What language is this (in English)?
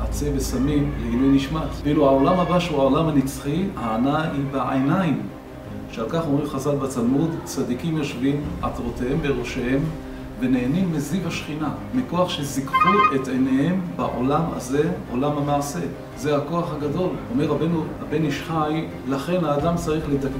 Hebrew